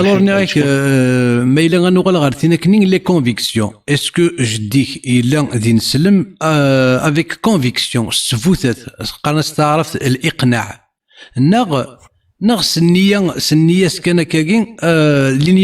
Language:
Kabyle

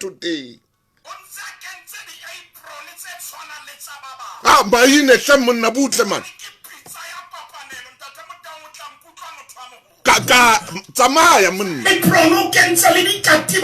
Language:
Southern Sotho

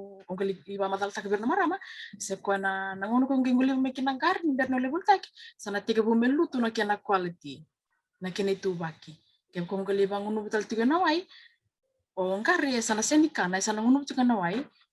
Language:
Fijian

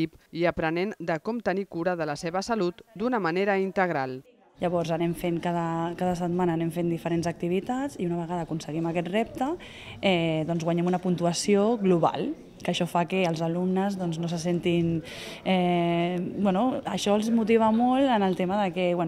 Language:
Catalan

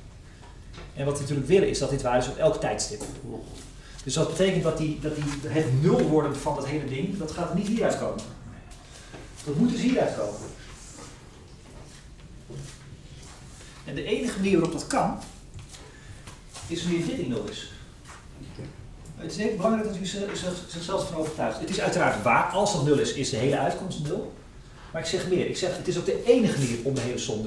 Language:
Dutch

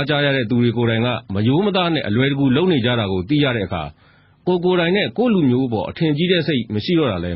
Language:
Burmese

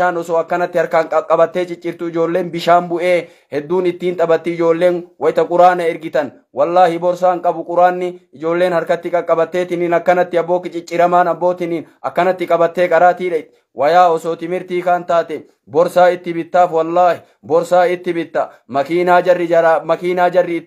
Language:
Oromo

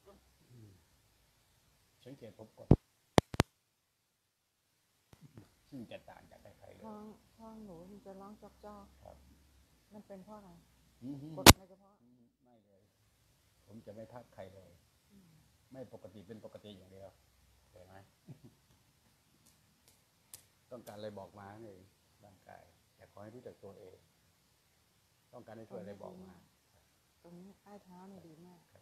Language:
Thai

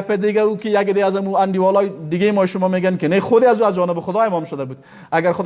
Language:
Persian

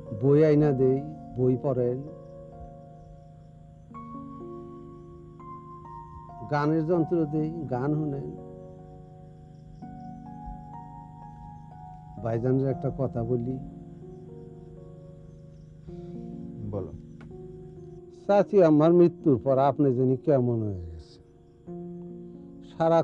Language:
Bangla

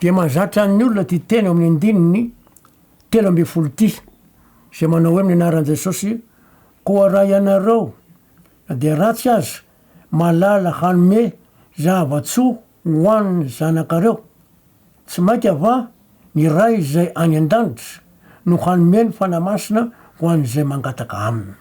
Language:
Malagasy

